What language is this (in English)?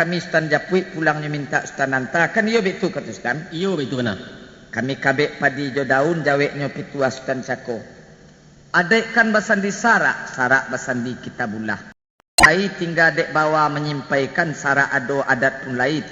Minangkabau